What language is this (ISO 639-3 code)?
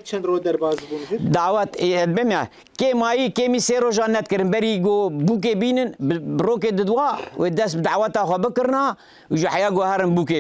kur